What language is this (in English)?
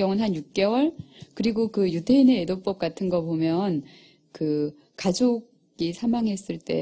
Korean